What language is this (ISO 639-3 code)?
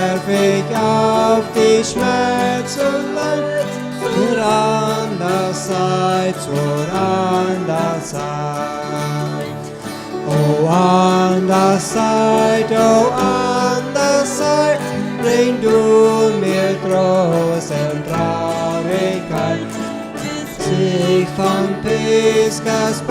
pdt